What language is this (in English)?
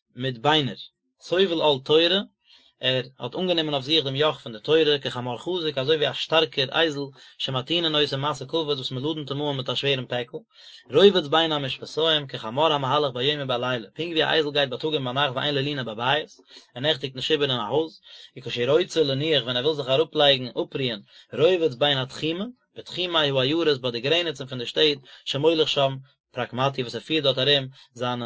Yiddish